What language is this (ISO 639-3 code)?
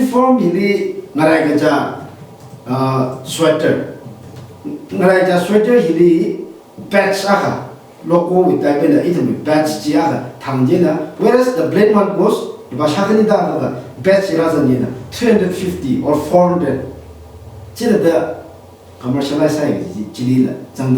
nmf